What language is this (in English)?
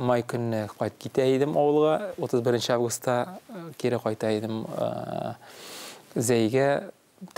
Tatar